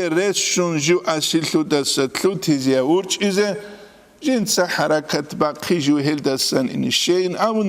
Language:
Avaric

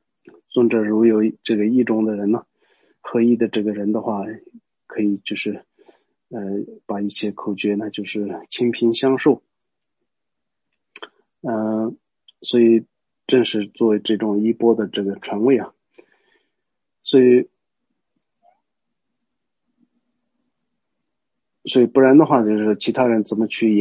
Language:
Chinese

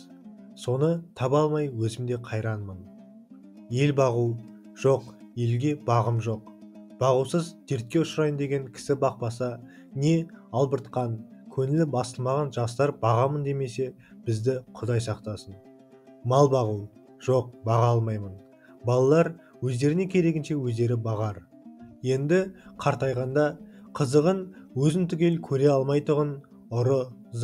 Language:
Kazakh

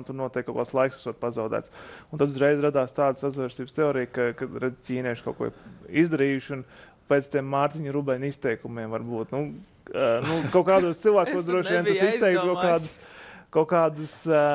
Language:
Latvian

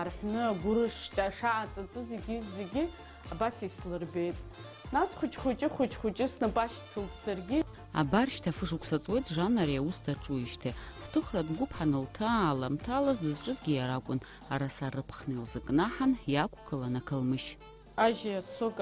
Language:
Abkhazian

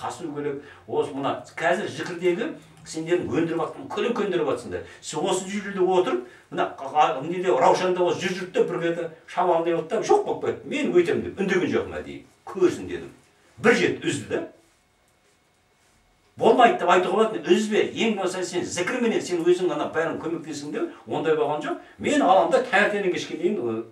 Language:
Kazakh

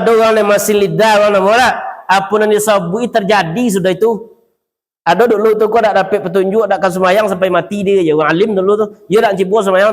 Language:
Minangkabau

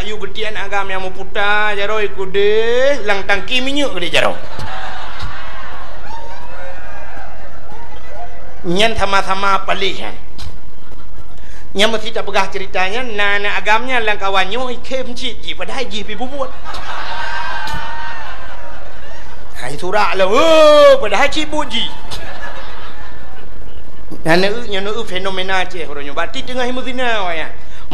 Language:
Achinese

